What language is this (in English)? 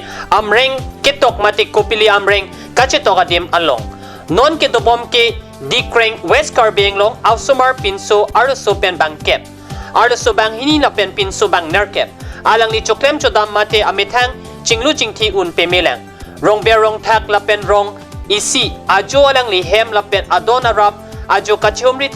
Karbi